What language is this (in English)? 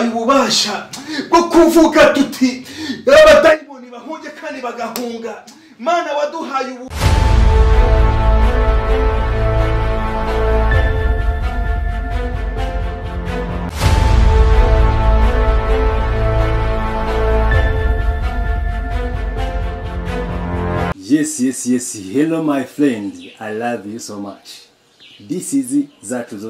Kinyarwanda